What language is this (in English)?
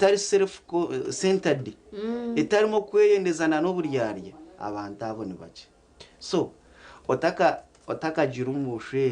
Nyankole